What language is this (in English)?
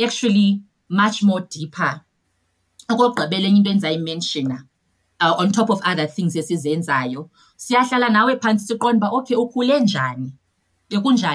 Xhosa